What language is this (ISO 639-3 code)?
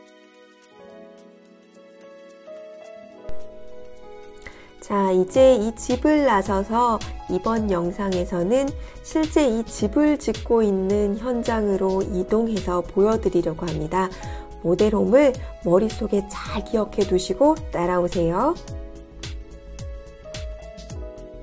kor